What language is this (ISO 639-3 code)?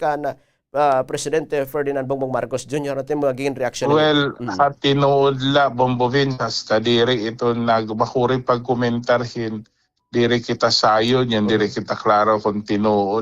war